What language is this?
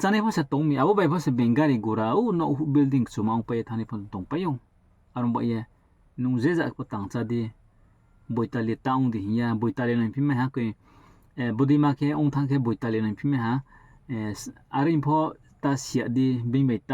Riang (India)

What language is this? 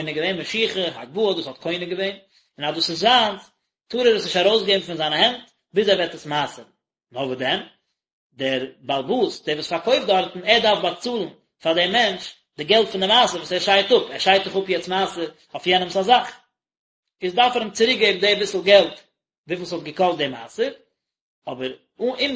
Yiddish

